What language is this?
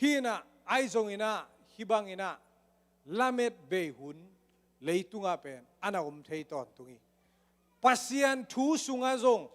Tedim Chin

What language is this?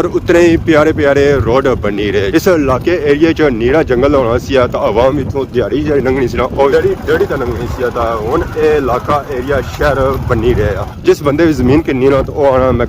Pahari-Potwari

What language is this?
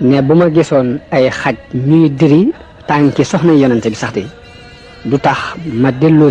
Wolof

